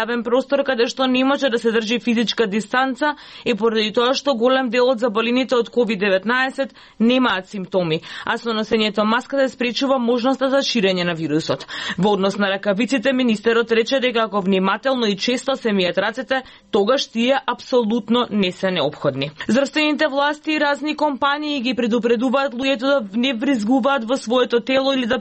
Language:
Macedonian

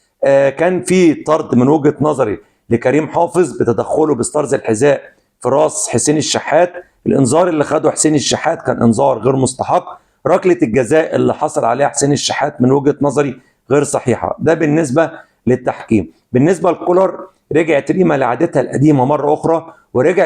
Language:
Egyptian Arabic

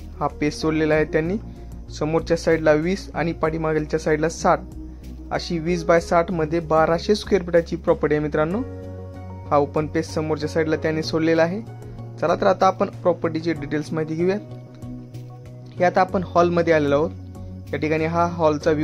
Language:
Marathi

